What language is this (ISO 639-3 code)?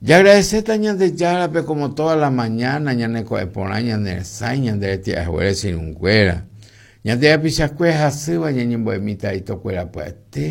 grn